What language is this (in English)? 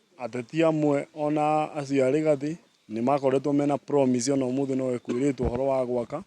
Kikuyu